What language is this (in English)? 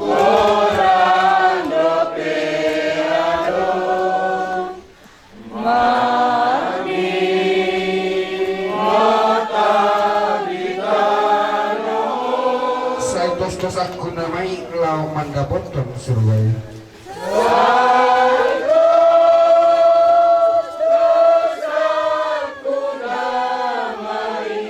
Batak Toba